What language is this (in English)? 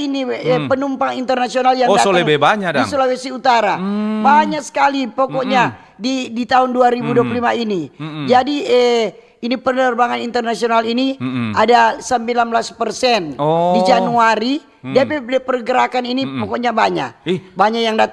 Manado Malay